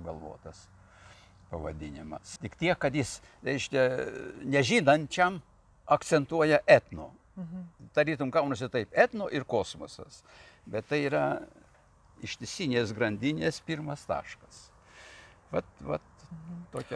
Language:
Lithuanian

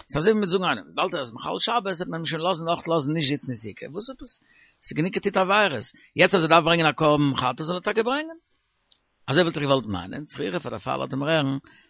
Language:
Yiddish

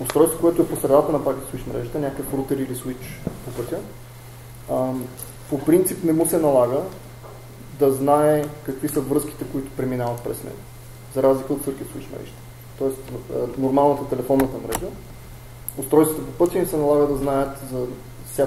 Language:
Bulgarian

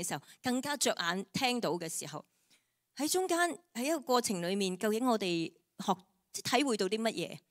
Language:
Cantonese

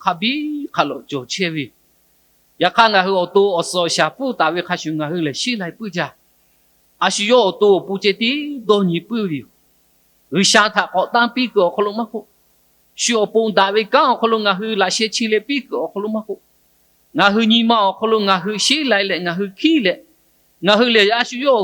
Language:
Lahu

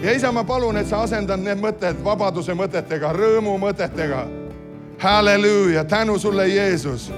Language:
Estonian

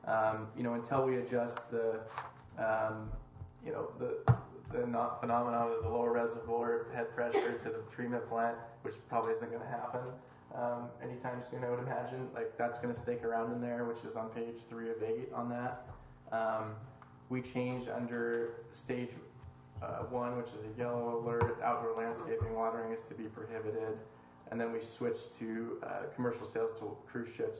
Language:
English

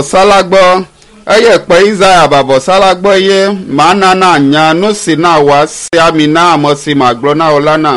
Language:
Ewe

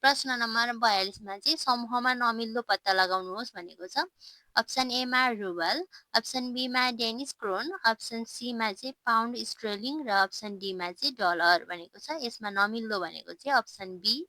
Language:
Nepali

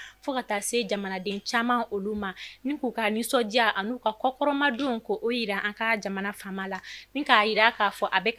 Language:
Bambara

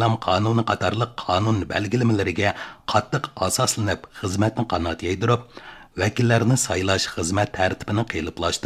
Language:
Uyghur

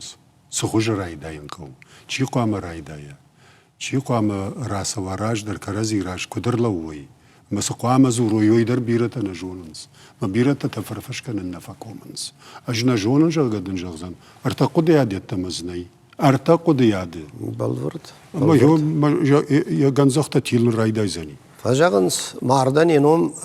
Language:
Ossetic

